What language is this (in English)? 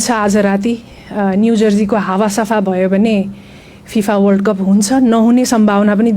Nepali